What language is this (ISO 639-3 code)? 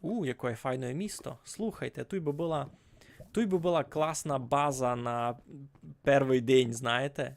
rue